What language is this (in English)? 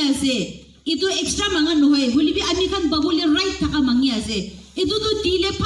Naga Pidgin